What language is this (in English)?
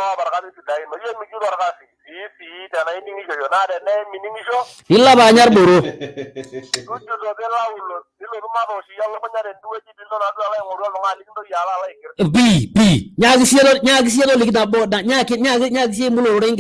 Masai